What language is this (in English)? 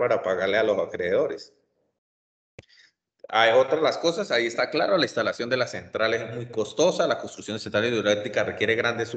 Spanish